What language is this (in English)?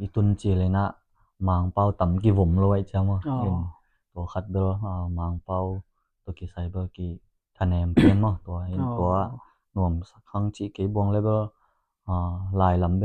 Tedim Chin